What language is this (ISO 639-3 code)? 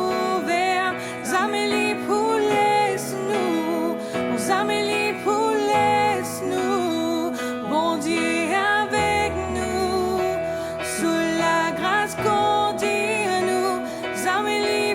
mfe